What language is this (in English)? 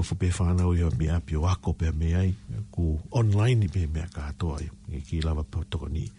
Tongan